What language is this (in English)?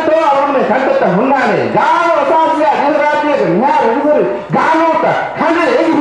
Divehi